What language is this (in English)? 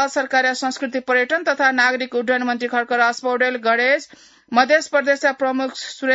Newari